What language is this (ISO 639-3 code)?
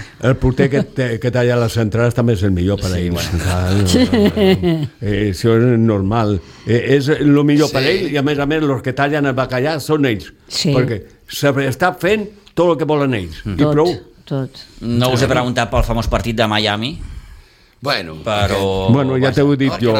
cat